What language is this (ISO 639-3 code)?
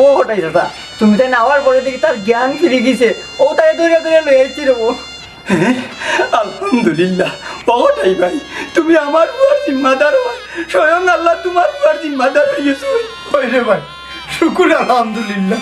syl